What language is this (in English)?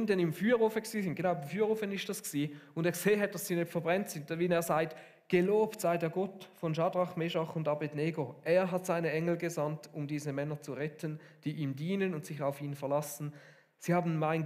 Swiss German